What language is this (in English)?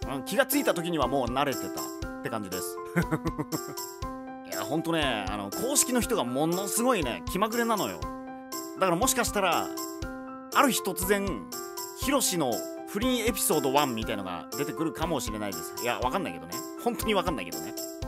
Japanese